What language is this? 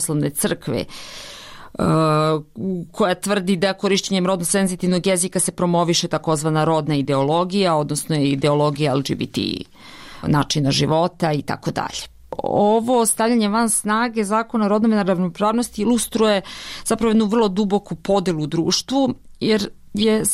Serbian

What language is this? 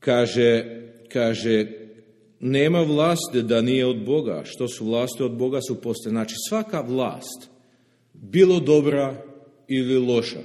Serbian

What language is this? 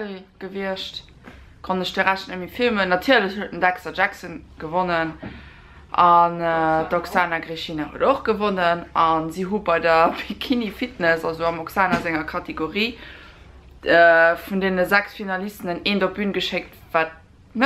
Luxembourgish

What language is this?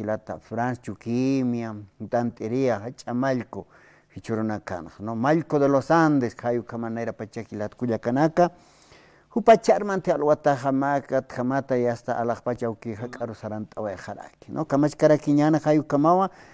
Aymara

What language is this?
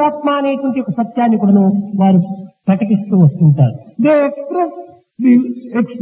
Telugu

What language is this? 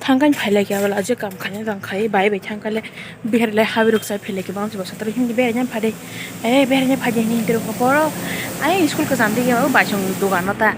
Kok Borok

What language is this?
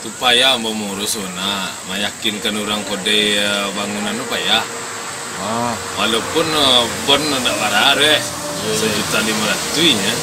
Minangkabau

